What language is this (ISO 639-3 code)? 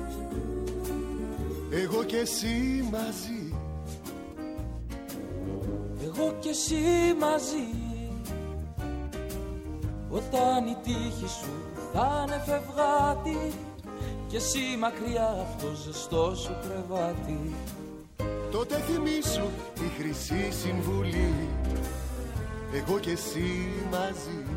ell